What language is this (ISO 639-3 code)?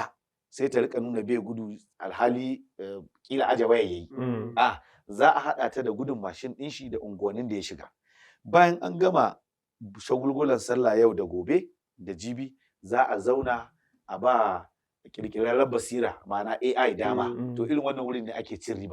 hau